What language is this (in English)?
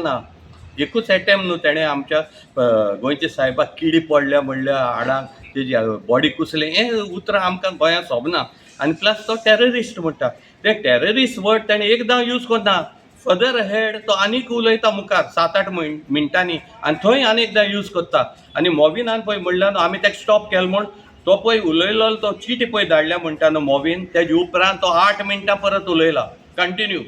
Konkani